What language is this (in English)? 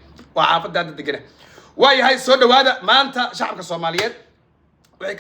Somali